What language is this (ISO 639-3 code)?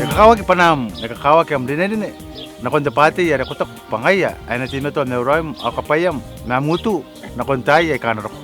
gil